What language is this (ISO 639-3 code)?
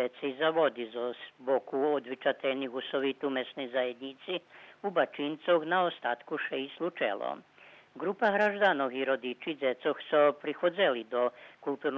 rue